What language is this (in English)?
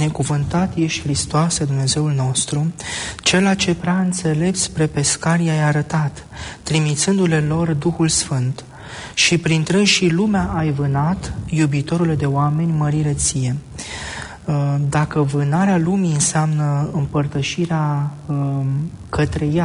Romanian